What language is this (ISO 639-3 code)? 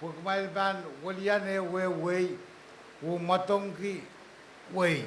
pon